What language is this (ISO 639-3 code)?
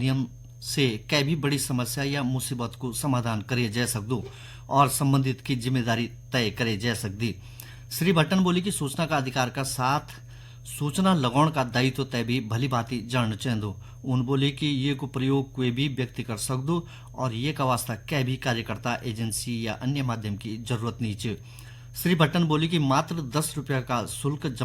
gbm